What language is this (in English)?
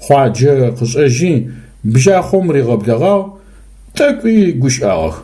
Adyghe